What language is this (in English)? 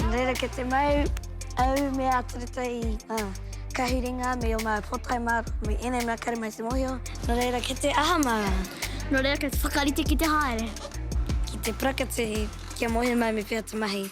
Māori